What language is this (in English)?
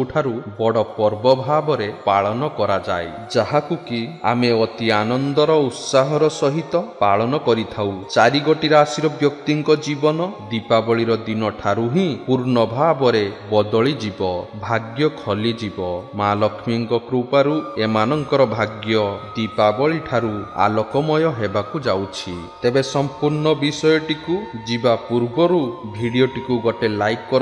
Odia